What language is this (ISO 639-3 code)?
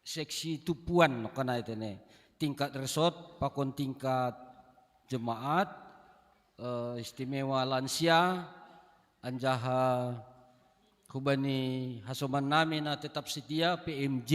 bts